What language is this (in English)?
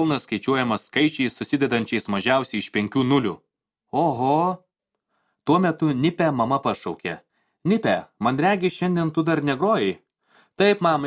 Lithuanian